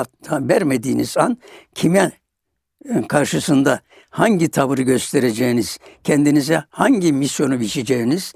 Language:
Turkish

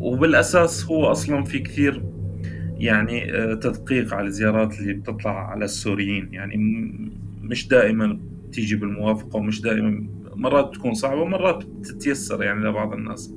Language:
North Levantine Arabic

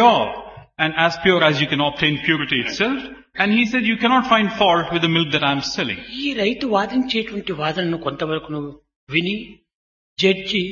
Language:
Telugu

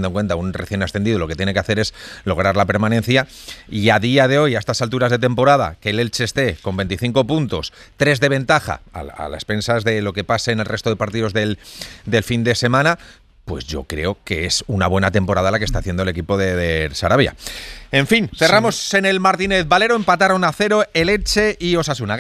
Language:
Spanish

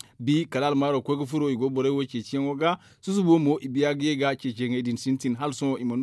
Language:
Zarma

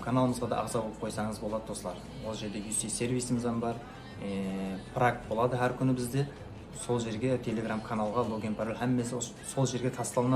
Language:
Kara-Kalpak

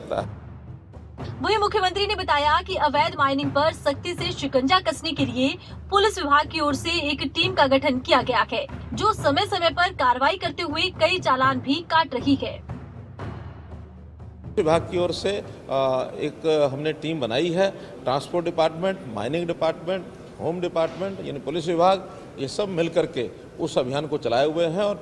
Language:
Hindi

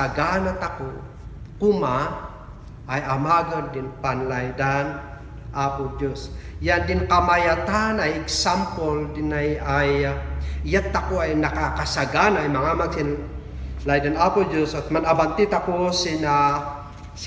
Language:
Kankanaey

